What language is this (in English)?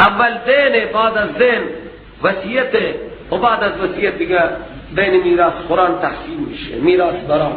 Persian